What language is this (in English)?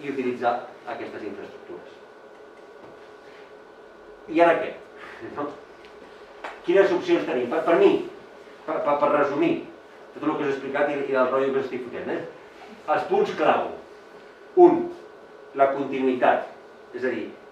Catalan